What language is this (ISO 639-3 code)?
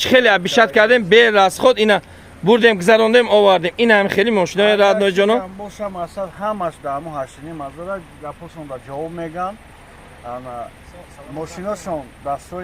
tgk